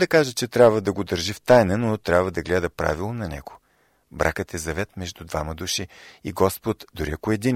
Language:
Bulgarian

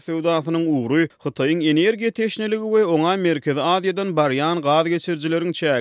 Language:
Turkmen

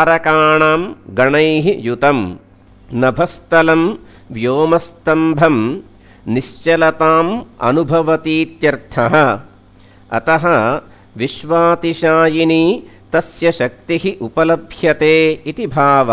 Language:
Sanskrit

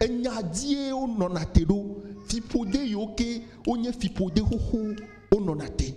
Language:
Ewe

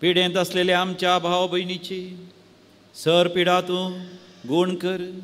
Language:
Konkani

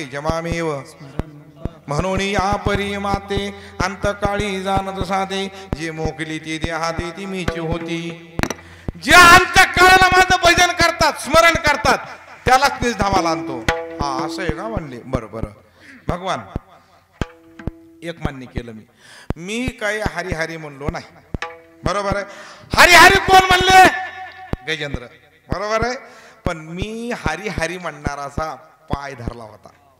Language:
Marathi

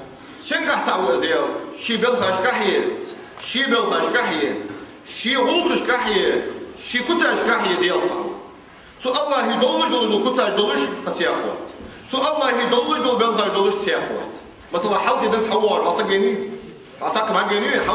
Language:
Ingush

